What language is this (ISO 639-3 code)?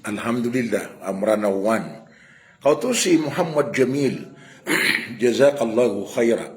mrw